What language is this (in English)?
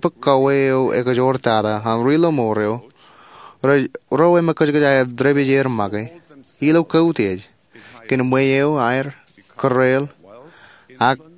Marshallese